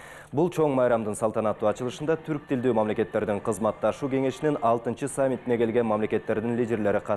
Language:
Kyrgyz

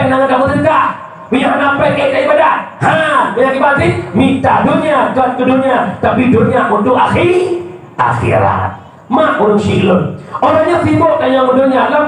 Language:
Achinese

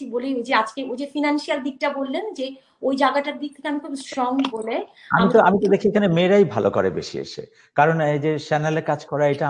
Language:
Bangla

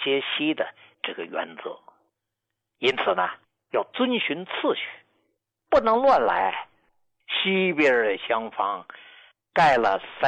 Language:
Chinese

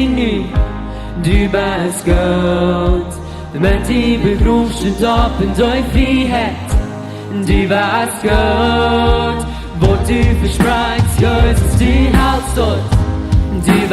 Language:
Plautdietsch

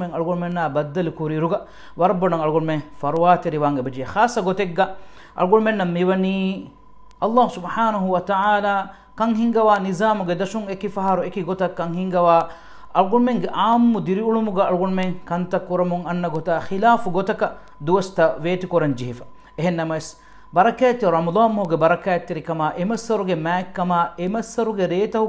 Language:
Divehi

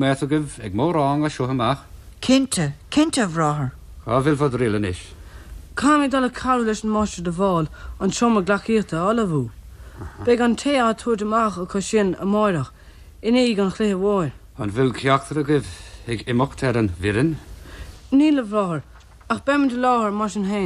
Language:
Irish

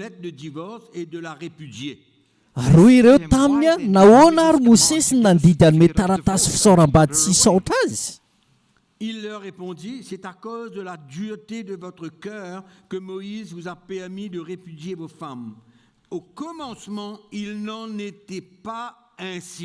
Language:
Malagasy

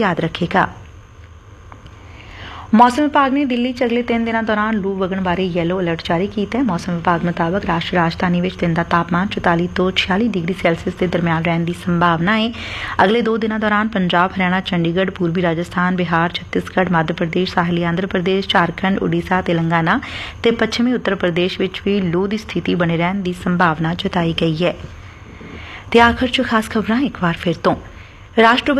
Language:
Punjabi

